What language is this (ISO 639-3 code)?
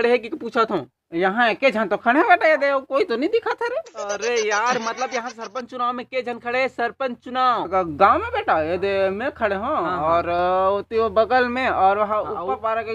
hne